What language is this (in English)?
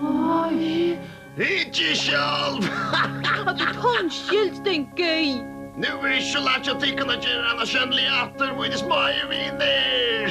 Faroese